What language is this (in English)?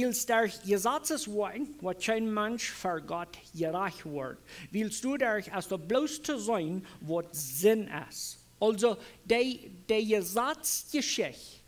Plautdietsch